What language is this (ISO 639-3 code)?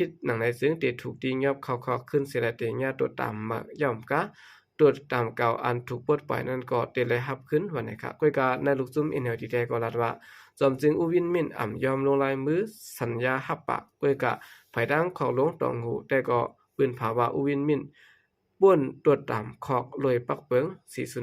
shn